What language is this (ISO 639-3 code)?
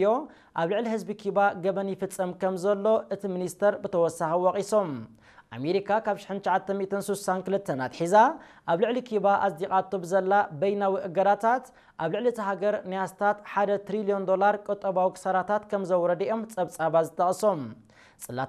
tir